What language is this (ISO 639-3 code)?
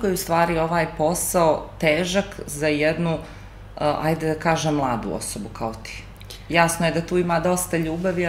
srp